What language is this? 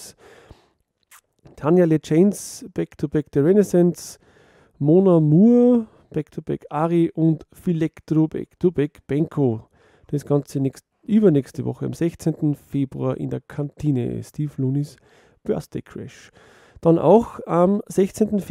German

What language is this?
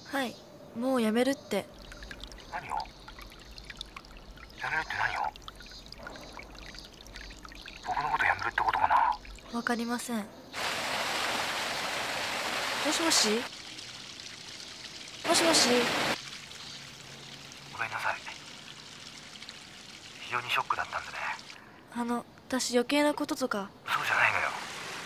Japanese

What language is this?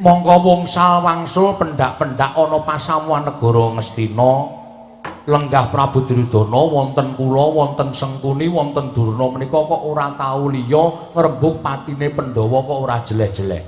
Javanese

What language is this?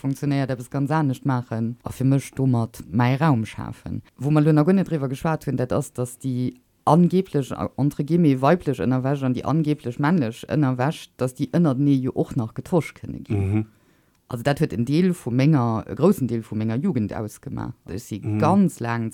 Luxembourgish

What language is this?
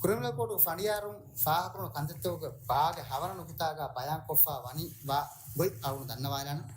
Divehi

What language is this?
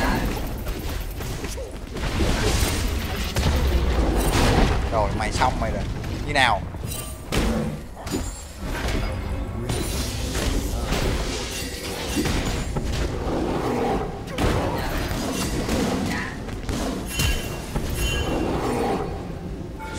Vietnamese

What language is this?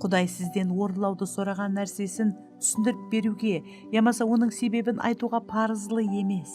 Kara-Kalpak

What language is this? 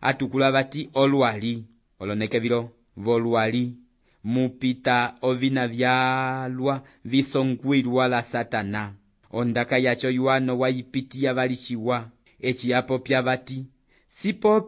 Umbundu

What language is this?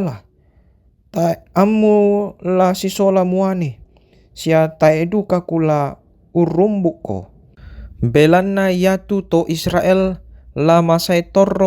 Toraja-Sa'dan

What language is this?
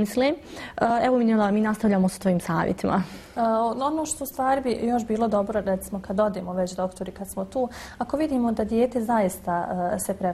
Bosnian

